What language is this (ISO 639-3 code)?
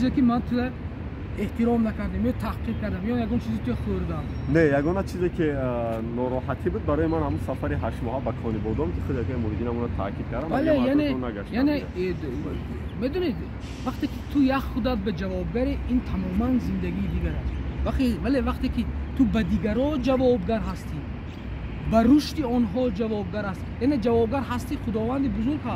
tgk